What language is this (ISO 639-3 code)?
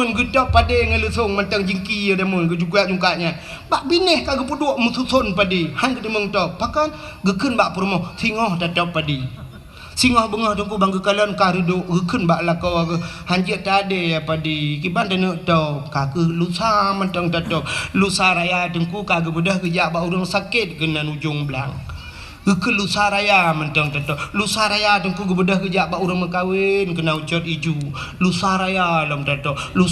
ace